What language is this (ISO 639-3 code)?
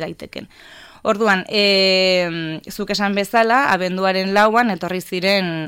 eus